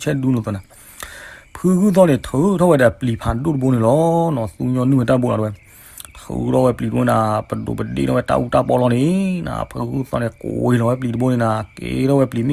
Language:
S'gaw Karen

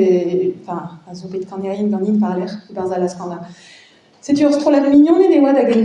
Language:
Breton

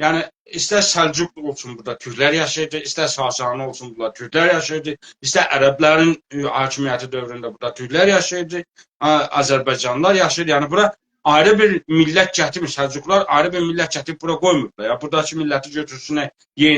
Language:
South Azerbaijani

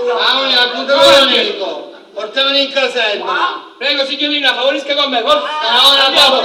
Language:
Sicilian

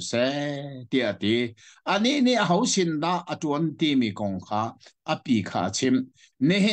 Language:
Hakha Chin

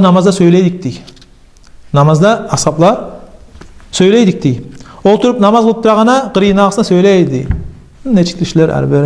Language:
Kumyk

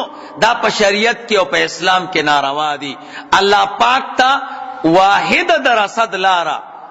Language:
Pashto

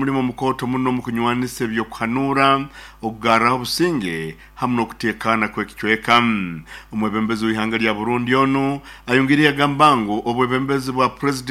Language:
Nyankole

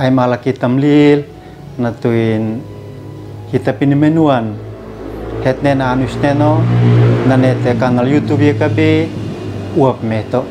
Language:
Uab Meto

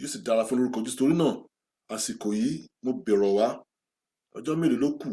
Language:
Yoruba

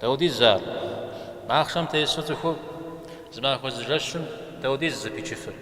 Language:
Kabardian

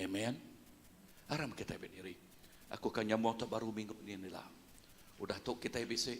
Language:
Iban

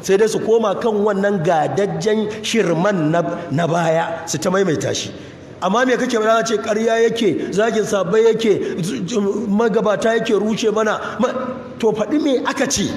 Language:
Hausa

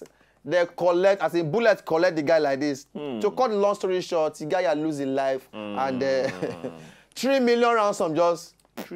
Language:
Nigerian Pidgin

